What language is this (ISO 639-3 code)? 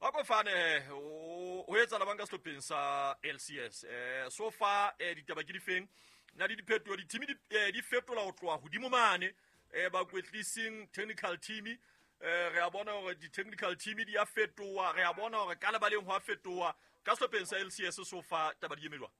sot